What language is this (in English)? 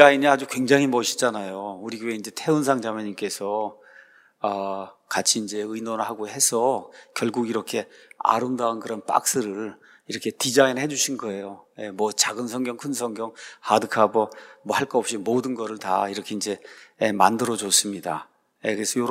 Korean